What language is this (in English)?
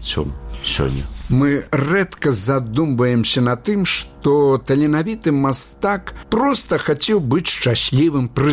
Belarusian